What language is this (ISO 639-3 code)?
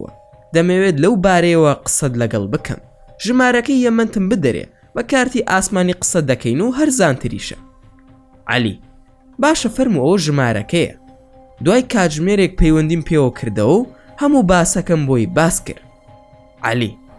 ckb